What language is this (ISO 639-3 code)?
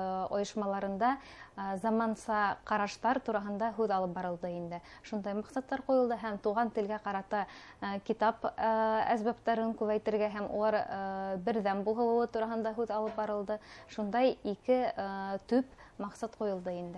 bak